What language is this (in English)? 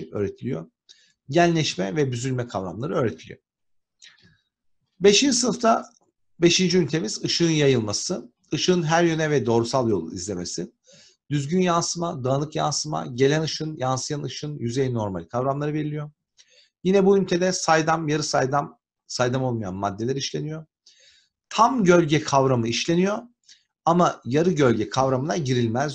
Turkish